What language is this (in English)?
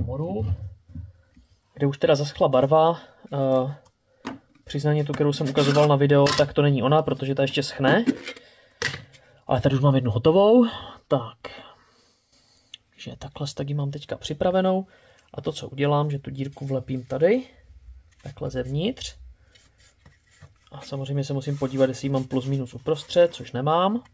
Czech